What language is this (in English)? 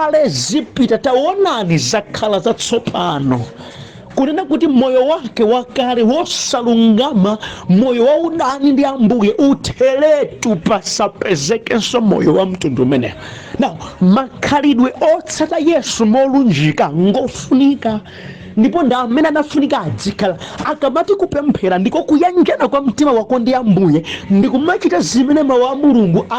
Nyanja